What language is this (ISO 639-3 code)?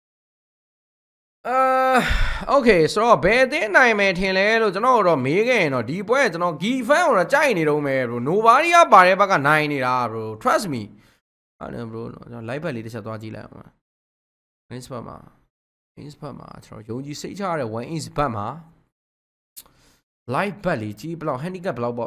mya